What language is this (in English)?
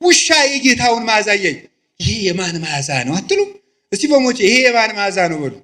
Amharic